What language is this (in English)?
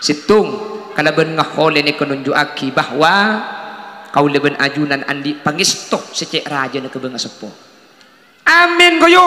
Madurese